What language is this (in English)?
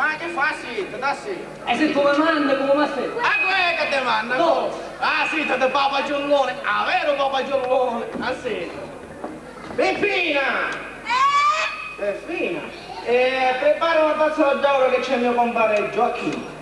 Sicilian